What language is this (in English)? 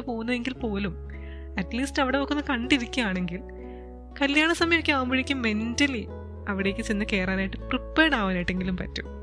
Malayalam